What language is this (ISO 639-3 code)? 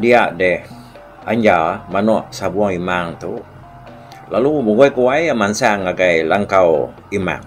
iba